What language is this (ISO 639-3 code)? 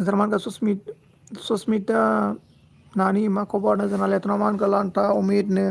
brx